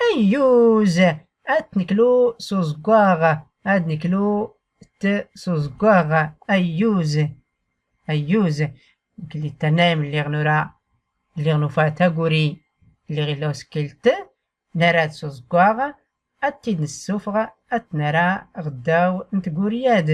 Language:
Tachelhit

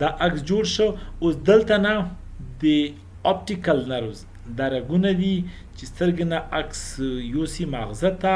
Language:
Pashto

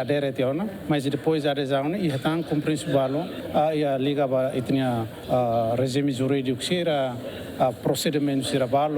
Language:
Tetum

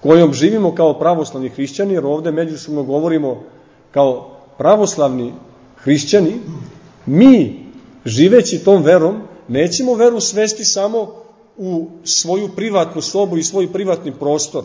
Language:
Serbian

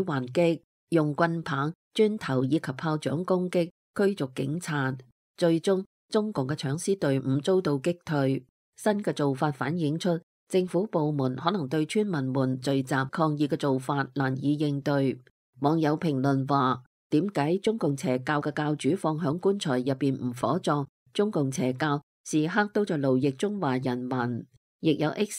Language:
Cantonese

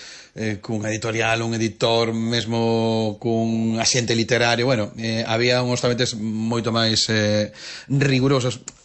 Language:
Galician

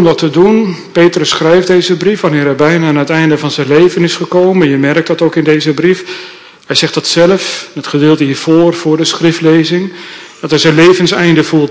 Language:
Dutch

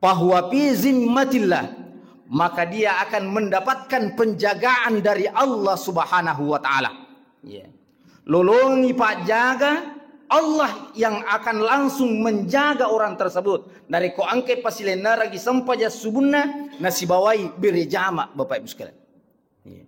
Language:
Buginese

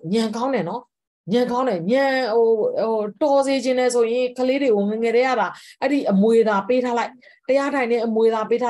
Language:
Burmese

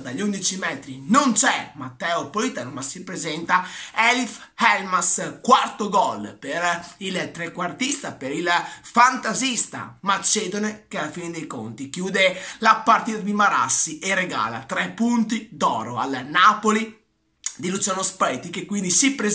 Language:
Italian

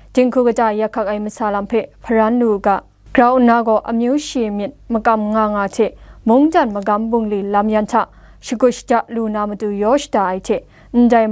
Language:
Kachin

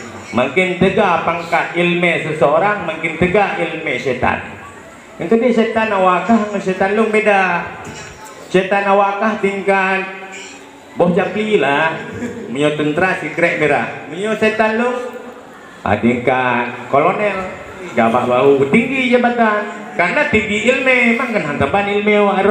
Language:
Achinese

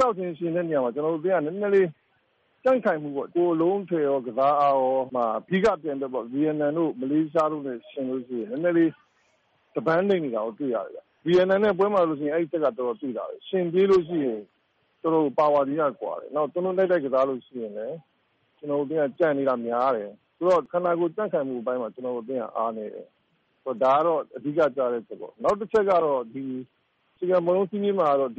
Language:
Burmese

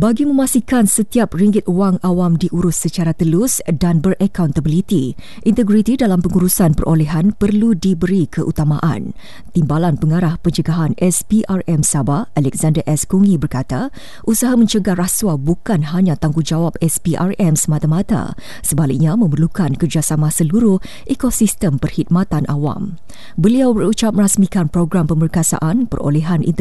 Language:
Malay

